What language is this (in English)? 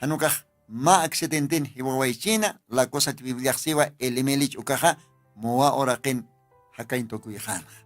Aymara